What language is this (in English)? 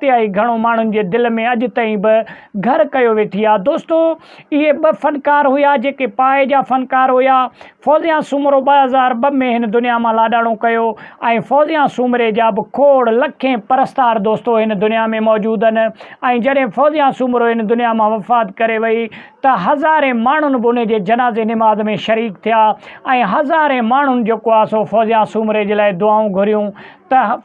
Sindhi